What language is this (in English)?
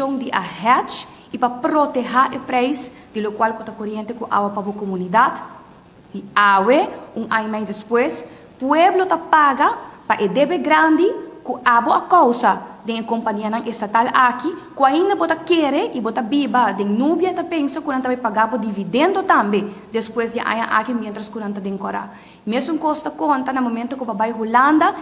Papiamento